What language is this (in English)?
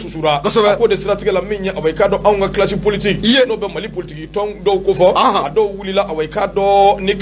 Bambara